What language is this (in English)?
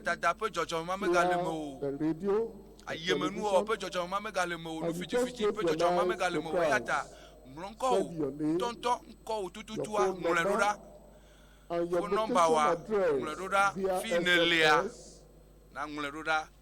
Ewe